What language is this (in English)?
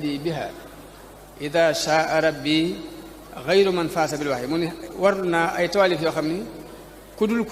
Wolof